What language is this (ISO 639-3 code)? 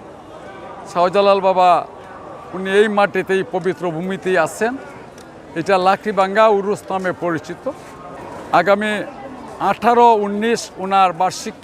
syl